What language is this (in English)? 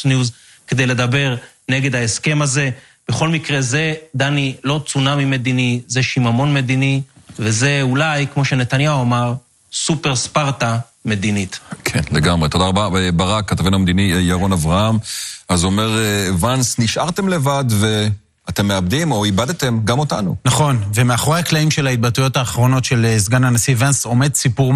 Hebrew